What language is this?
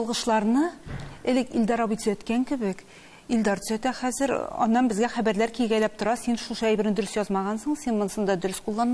Tatar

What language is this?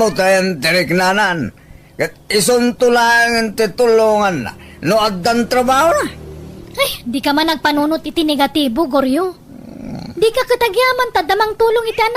Iloko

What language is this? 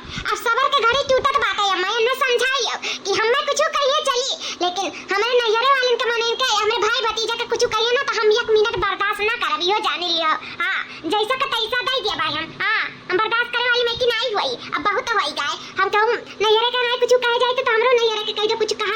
Awadhi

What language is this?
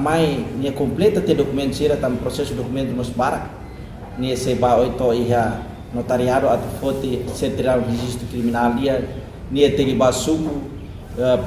Tetum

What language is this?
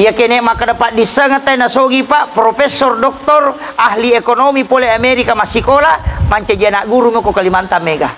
Buginese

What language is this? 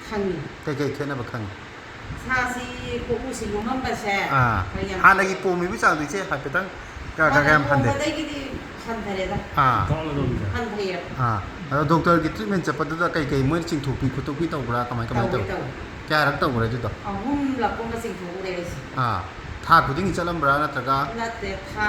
Manipuri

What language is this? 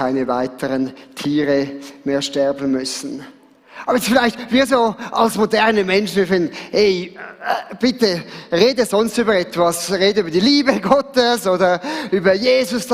Swiss German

